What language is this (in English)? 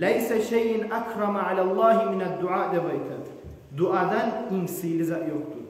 Kumyk